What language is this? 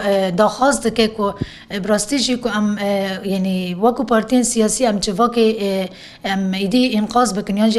Kurdish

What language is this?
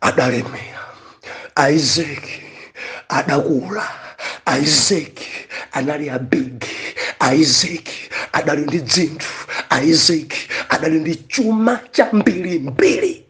Nyanja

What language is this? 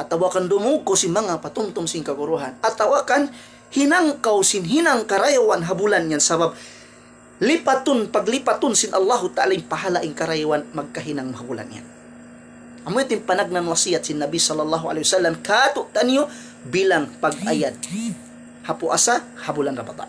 Tausug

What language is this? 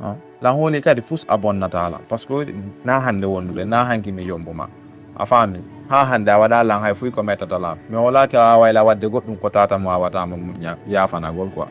Fula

